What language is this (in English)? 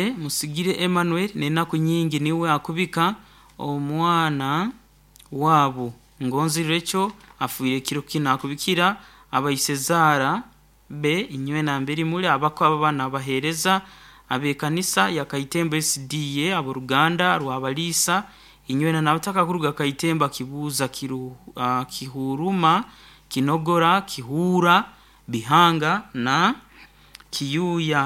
Nyoro